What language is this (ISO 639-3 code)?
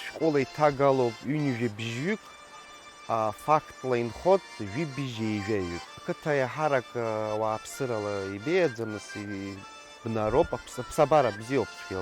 abk